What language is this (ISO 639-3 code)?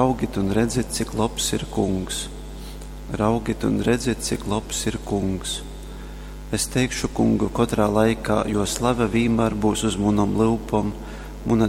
ltg